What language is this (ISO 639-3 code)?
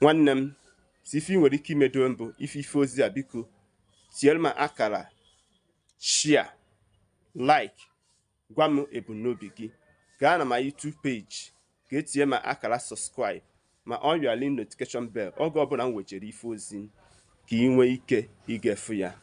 ibo